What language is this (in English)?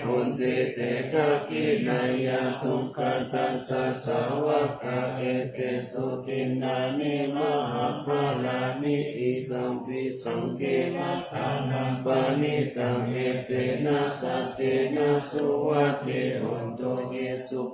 Pali